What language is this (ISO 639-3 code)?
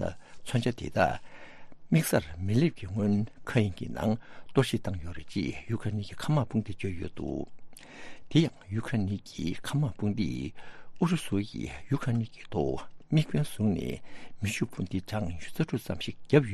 bod